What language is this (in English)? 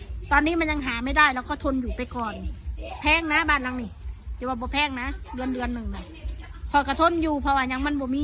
Northeastern Thai